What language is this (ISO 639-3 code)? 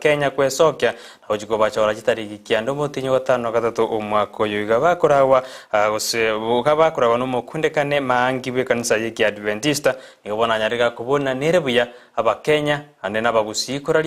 guz